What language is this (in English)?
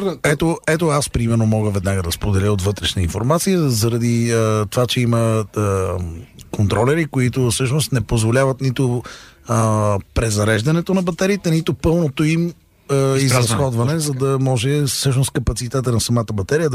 Bulgarian